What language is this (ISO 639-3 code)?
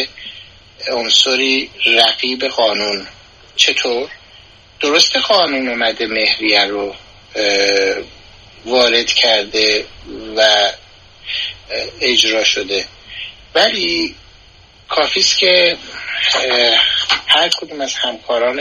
fas